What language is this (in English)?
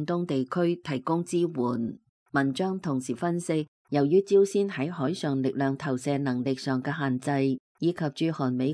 Cantonese